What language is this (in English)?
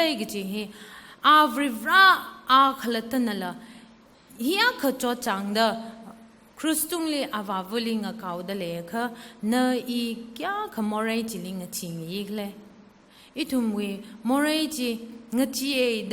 Tangkhul Naga (India)